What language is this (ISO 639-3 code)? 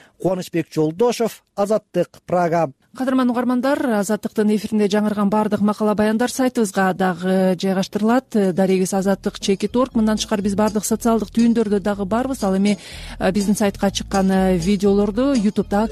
kir